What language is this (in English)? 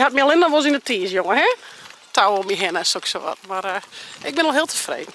Western Frisian